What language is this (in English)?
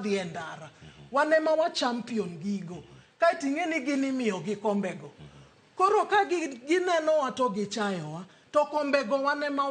Luo (Kenya and Tanzania)